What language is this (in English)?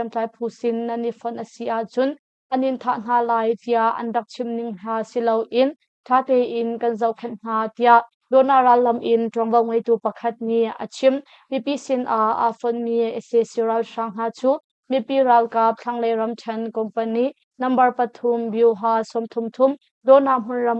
Hakha Chin